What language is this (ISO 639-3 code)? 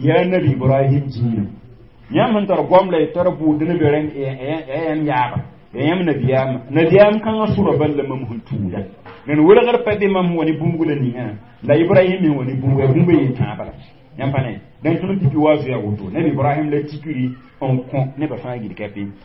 mos